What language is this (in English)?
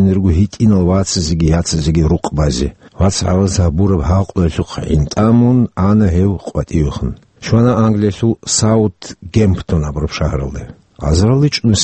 Avaric